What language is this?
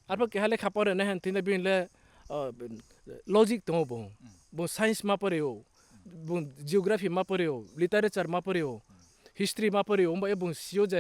Riang (India)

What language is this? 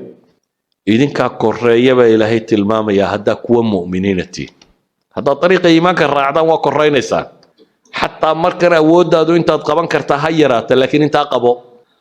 Somali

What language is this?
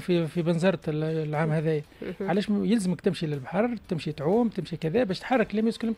Tunisian Arabic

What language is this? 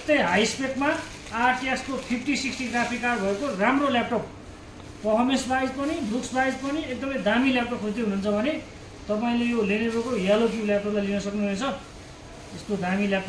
Nepali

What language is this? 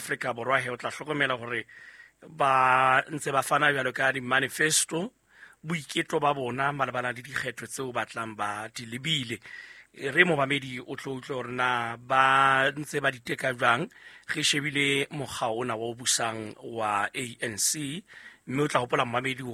Southern Sotho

